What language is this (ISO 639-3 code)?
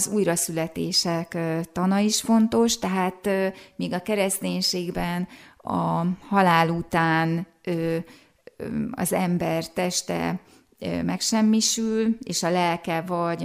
hun